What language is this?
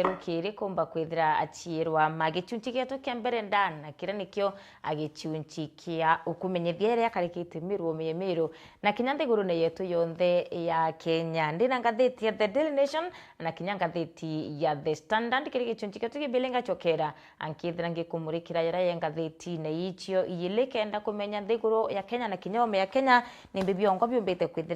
Meru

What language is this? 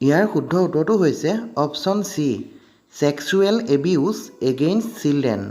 Assamese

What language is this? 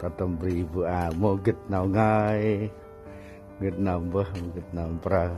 Central Mnong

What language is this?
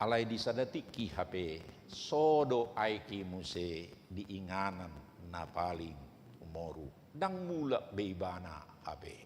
Batak Toba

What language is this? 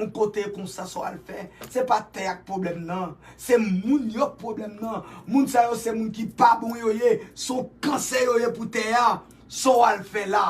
Haitian Creole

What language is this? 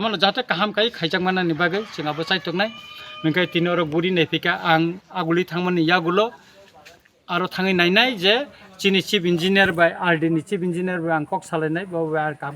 Kok Borok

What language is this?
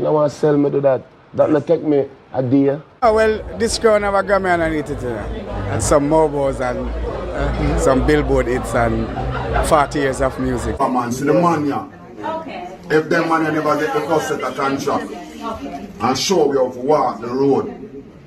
Jamaican Creole English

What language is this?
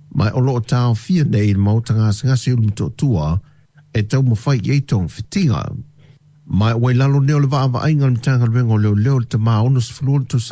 Samoan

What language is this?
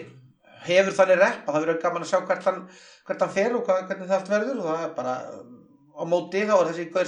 Icelandic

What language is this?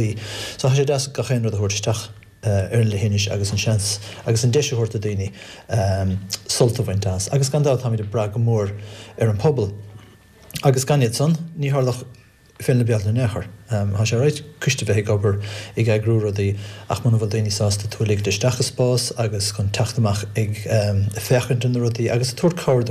Irish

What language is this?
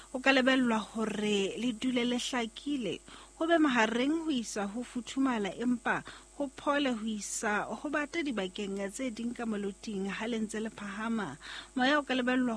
Southern Sotho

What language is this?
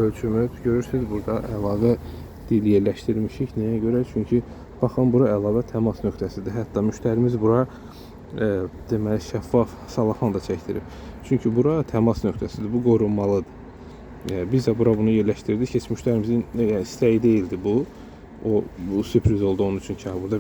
Azerbaijani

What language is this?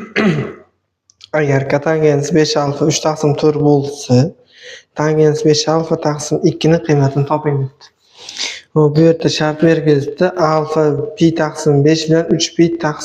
Uzbek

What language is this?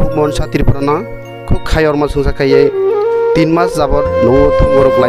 Kok Borok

